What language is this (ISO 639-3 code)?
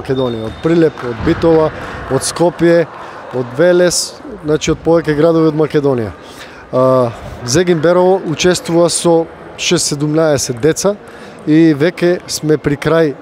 mkd